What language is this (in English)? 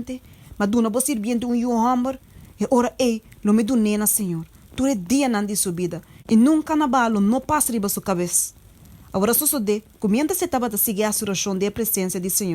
Papiamento